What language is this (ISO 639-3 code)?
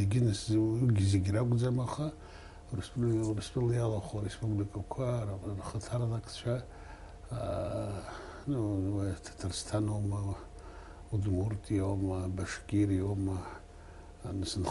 abk